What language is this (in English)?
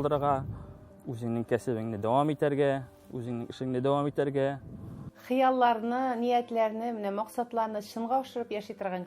Tatar